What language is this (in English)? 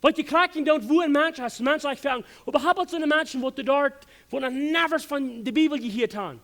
Plautdietsch